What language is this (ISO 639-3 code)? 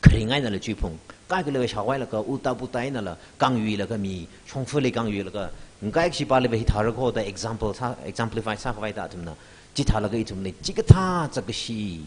nmf